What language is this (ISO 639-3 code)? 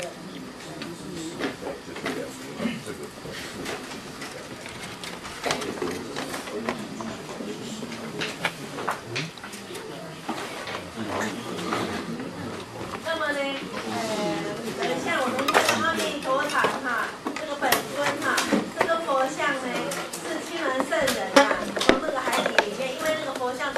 zho